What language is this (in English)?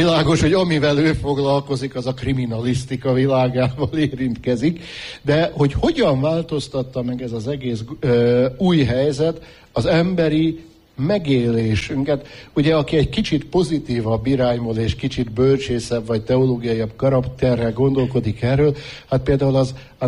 Hungarian